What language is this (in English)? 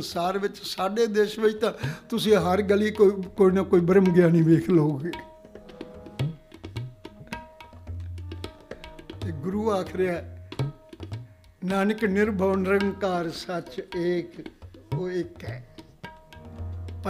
Punjabi